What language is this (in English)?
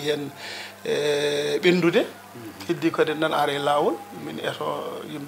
Fula